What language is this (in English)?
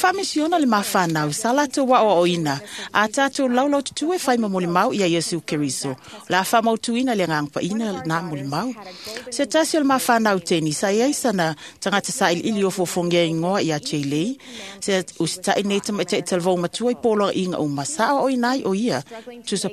Samoan